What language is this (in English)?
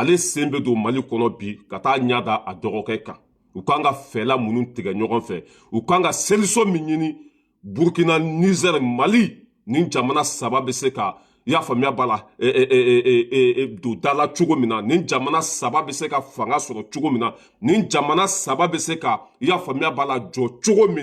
Bambara